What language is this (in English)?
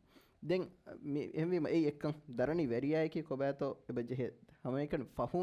Divehi